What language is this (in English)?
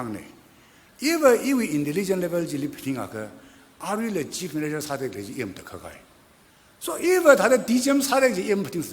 Tangkhul Naga (India)